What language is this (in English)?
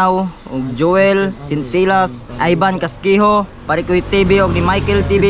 Cebuano